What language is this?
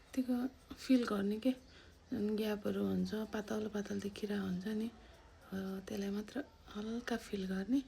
Nepali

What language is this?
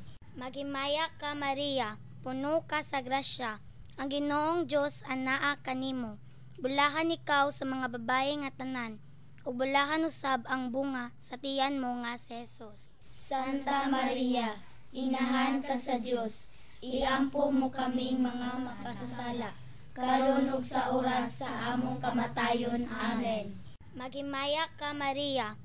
Cebuano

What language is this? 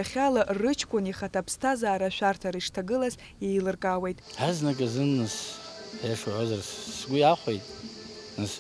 Abkhazian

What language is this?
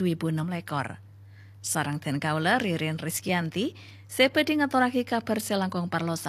Madurese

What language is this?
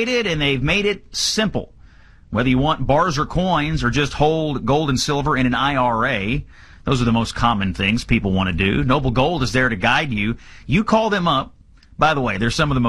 English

